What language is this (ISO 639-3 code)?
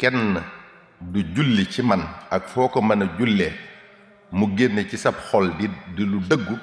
wol